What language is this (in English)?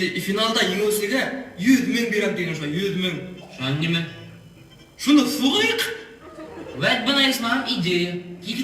Bashkir